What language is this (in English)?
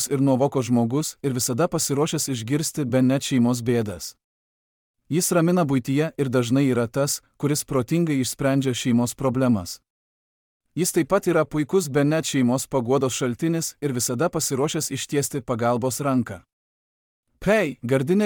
Lithuanian